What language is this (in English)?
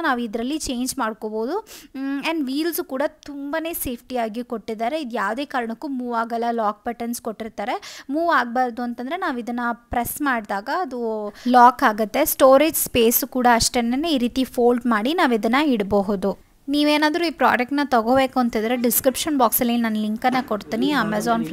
Kannada